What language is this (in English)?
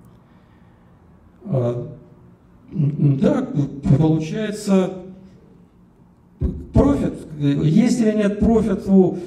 Russian